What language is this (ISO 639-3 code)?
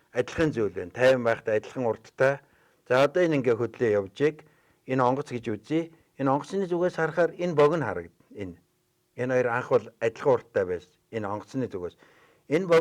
mon